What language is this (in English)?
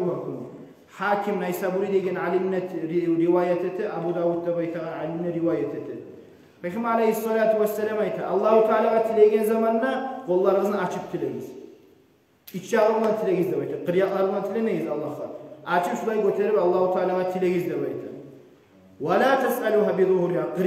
Kumyk